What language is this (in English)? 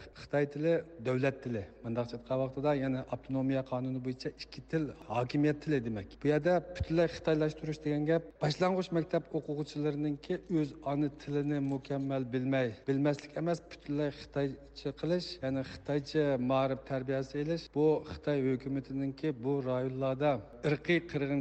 Uyghur